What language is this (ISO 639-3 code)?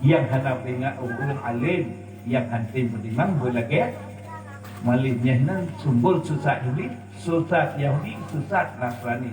ace